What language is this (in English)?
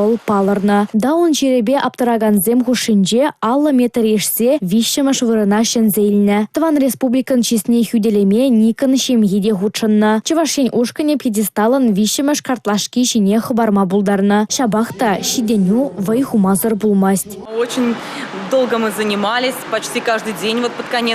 Chuvash